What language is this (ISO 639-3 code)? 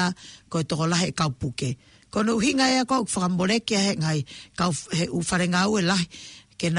ton